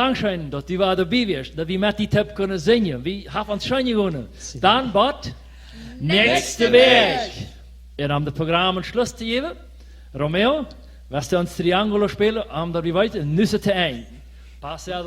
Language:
Plautdietsch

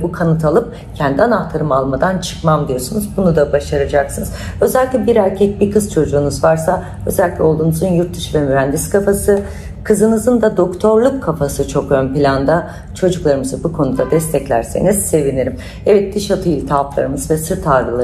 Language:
Turkish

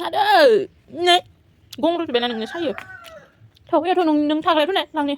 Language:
Bodo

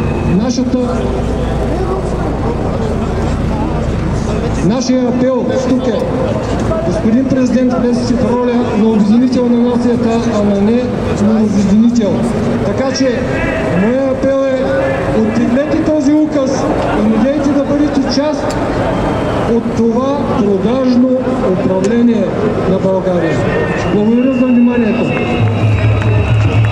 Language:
Bulgarian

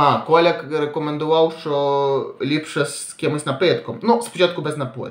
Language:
Ukrainian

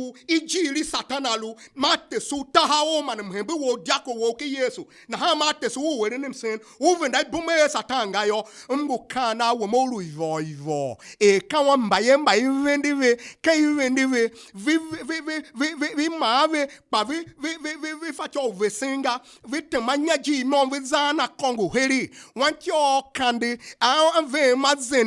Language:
Tiv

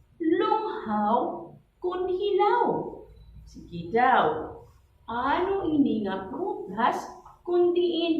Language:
Waray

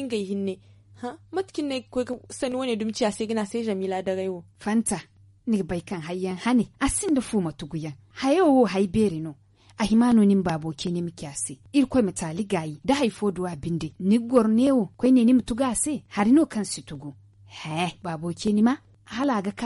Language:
Zarma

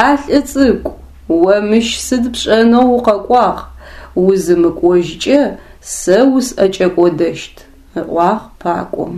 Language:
Adyghe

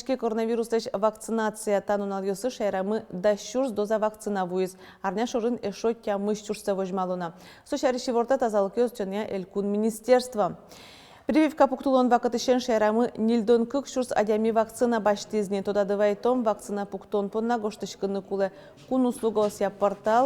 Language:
Udmurt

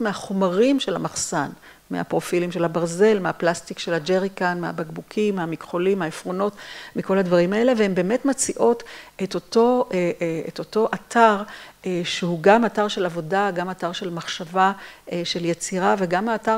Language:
Hebrew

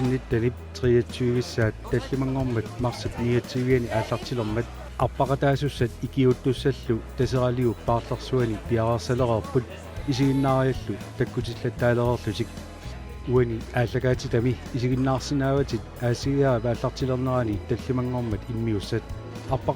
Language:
Kalaallisut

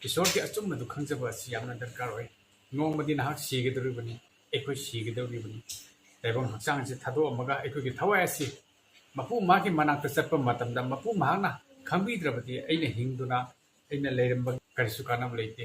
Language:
Manipuri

